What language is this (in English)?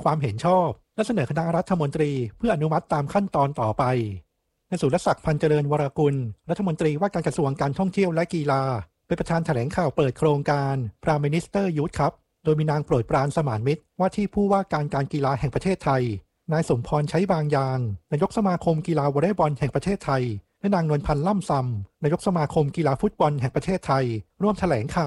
Thai